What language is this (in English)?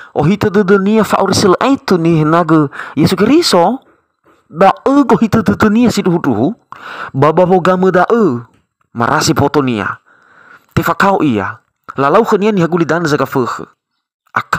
Nias